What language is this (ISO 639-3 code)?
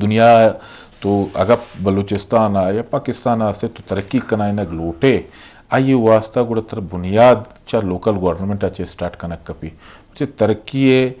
bgp